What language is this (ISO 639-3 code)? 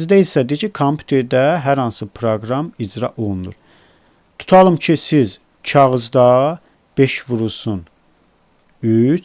aze